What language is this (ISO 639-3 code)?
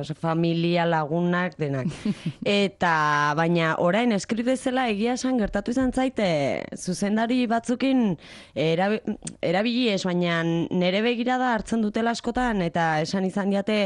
eus